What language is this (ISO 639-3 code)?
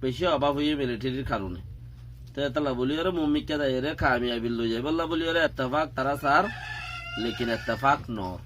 rhg